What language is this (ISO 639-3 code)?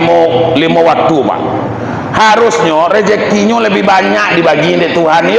min